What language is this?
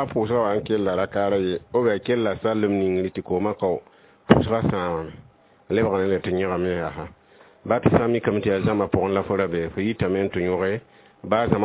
Mossi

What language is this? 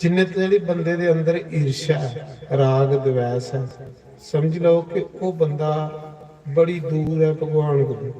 Dogri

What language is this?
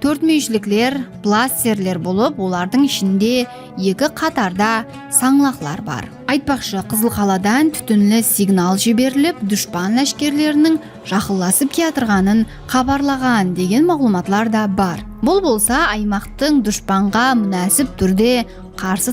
Kara-Kalpak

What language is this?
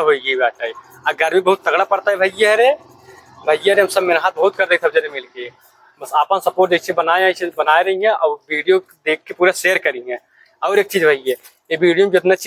Awadhi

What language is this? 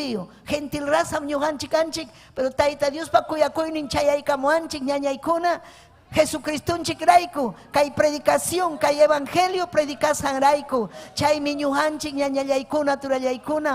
Ayacucho Quechua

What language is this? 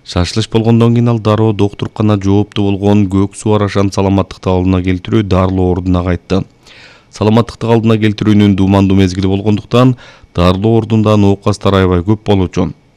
Kyrgyz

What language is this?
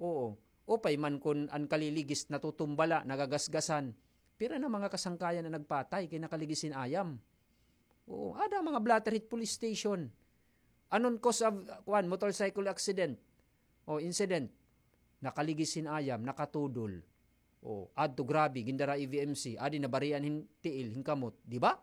Waray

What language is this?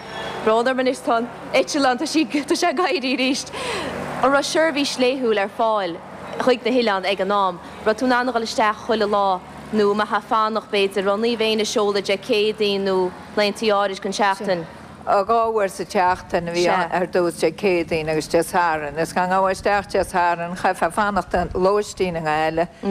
Irish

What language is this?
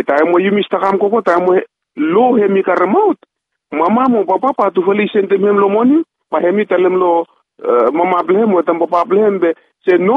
Bislama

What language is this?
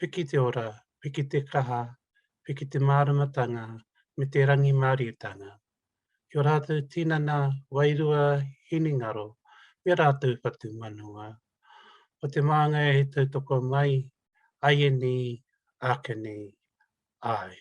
Māori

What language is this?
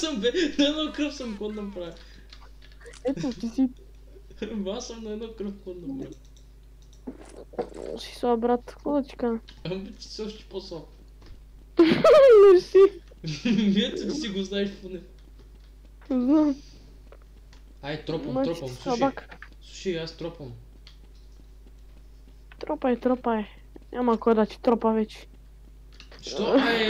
Bulgarian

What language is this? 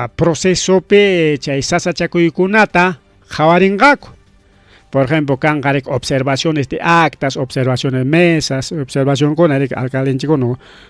Ayacucho Quechua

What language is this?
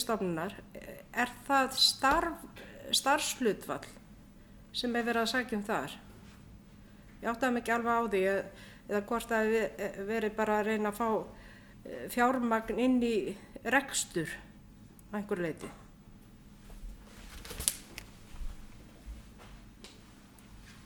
Icelandic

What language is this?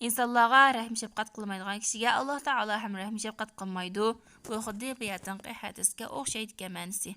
Uyghur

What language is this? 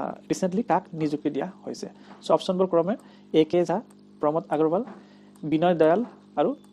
Assamese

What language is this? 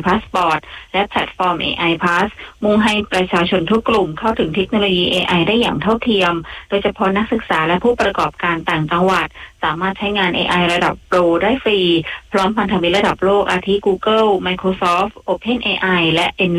Thai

